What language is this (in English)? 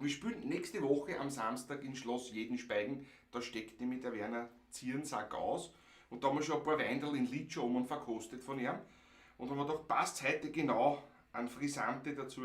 Bavarian